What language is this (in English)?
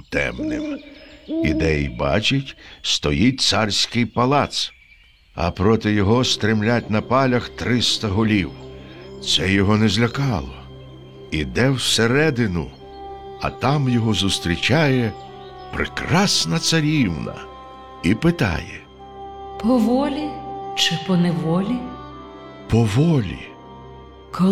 Ukrainian